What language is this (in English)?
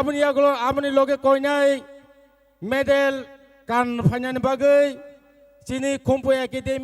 Kok Borok